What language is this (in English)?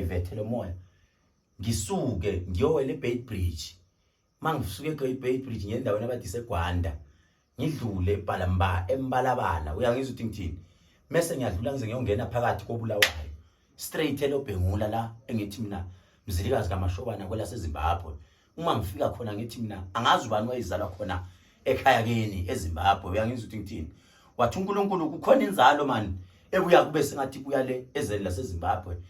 Zulu